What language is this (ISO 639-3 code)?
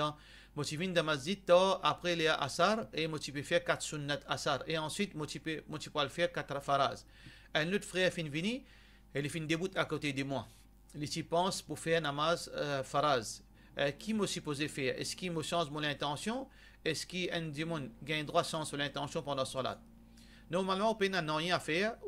mfe